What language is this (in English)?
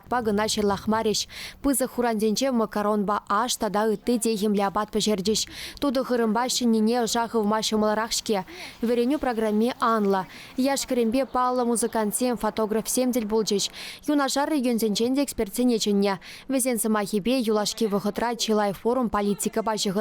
Chuvash